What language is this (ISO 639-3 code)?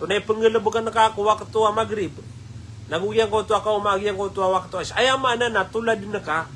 mrw